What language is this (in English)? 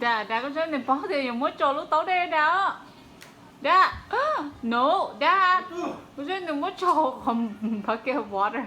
Hmong